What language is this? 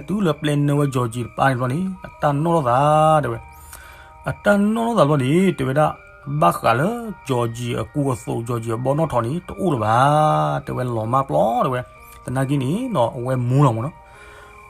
S'gaw Karen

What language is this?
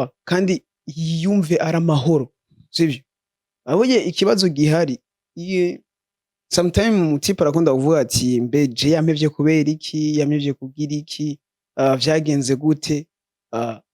Rundi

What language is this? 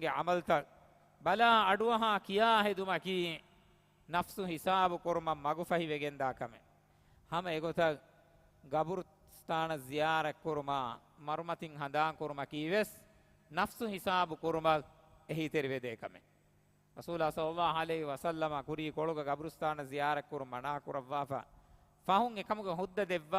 Divehi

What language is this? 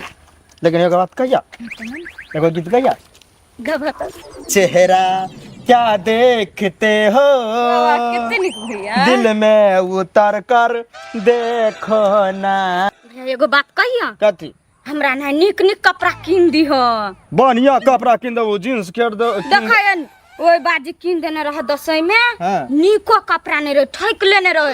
Maithili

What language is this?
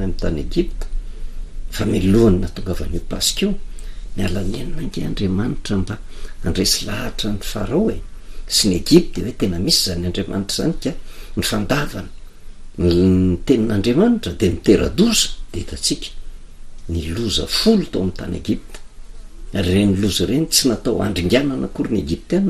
Malagasy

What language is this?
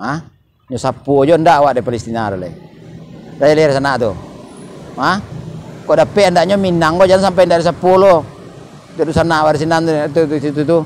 Minangkabau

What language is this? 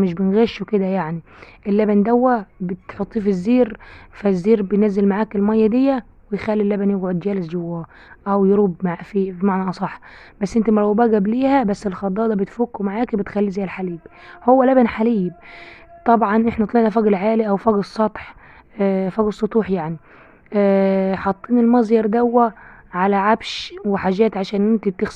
Egyptian Arabic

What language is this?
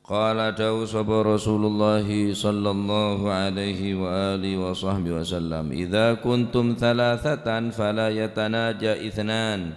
Madurese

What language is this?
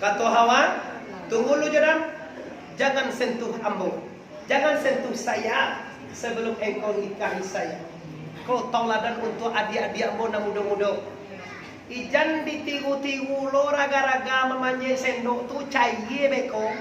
Minangkabau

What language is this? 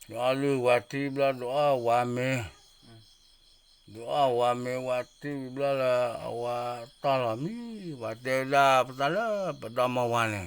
S'gaw Karen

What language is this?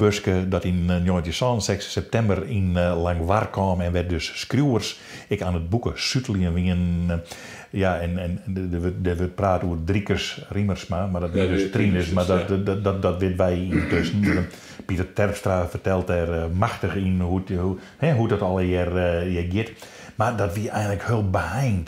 Western Frisian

